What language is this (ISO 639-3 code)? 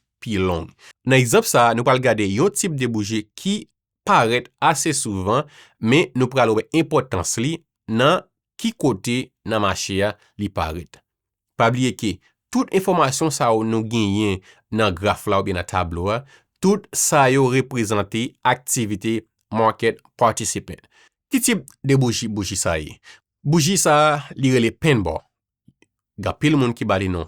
hat